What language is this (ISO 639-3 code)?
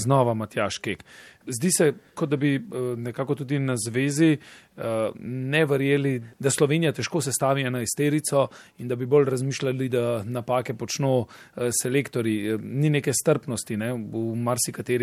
slv